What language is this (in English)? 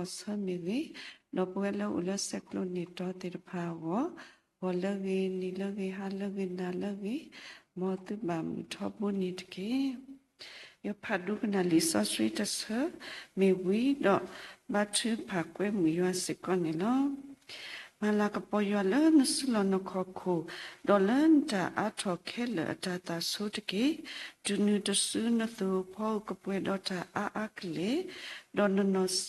S'gaw Karen